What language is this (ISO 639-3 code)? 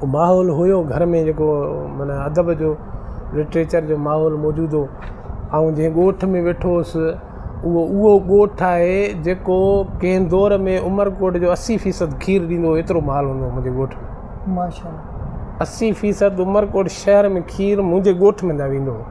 snd